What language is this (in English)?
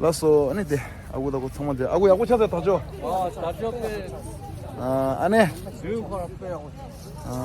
Tibetan